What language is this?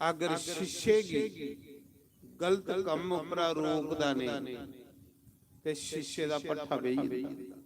Dogri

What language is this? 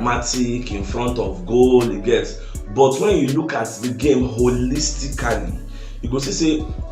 Nigerian Pidgin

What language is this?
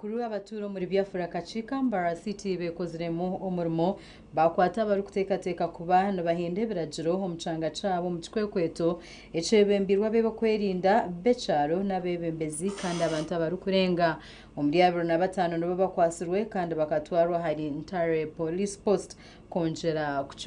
Nyankole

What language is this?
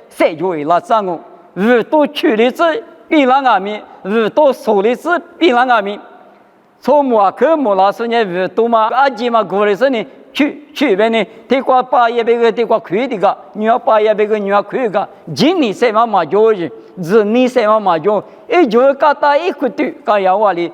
Lisu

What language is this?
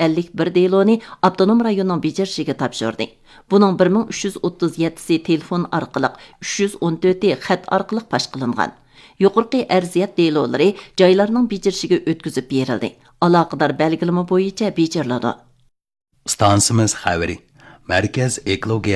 Uyghur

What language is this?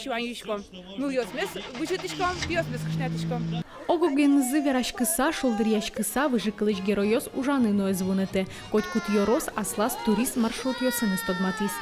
Udmurt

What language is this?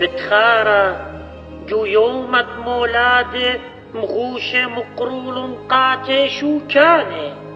Assyrian Neo-Aramaic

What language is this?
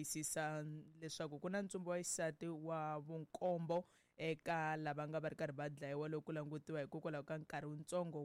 Tsonga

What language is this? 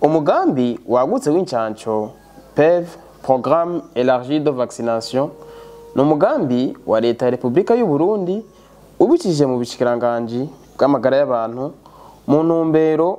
Rundi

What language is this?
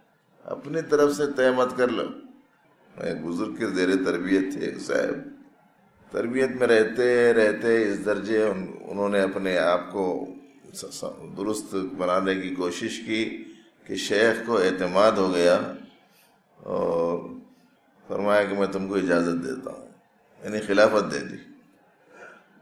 Urdu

